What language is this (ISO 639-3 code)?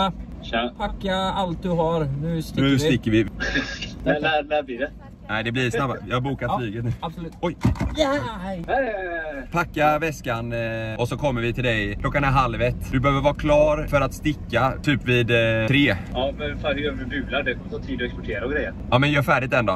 swe